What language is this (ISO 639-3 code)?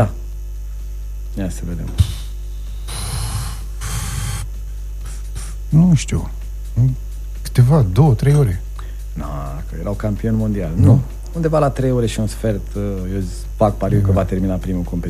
ron